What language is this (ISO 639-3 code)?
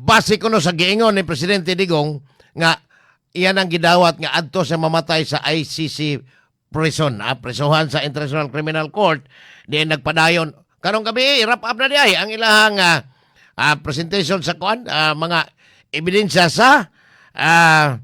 ceb